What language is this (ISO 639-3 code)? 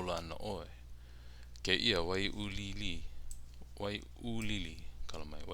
haw